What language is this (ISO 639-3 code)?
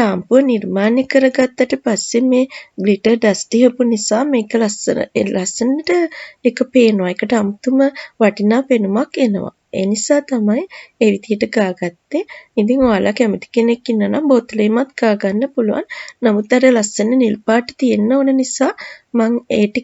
sin